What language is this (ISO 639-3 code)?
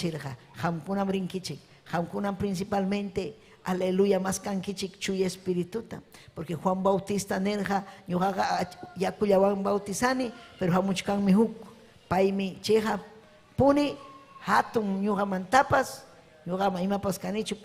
quy